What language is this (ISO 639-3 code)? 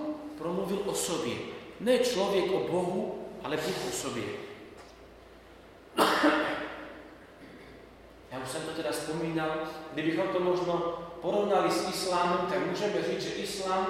slk